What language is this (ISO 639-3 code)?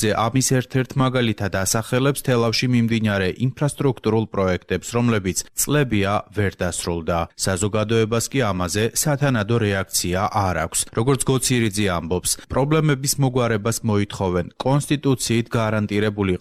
kat